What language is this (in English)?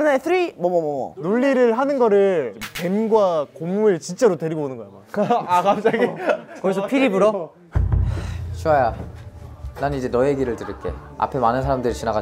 Korean